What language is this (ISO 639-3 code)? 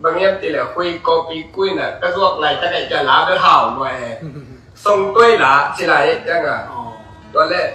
ctd